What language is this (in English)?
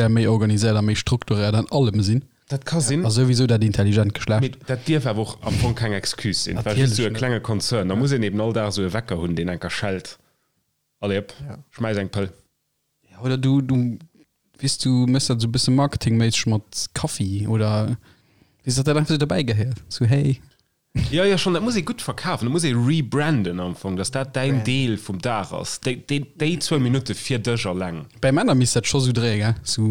Luxembourgish